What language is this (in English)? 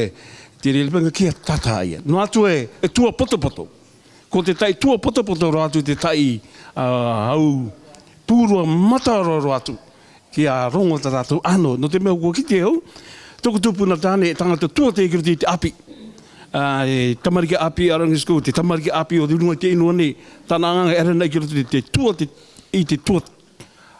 Rarotongan